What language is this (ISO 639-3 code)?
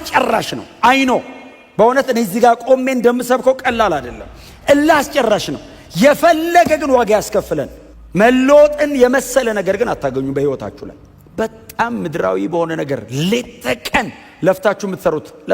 amh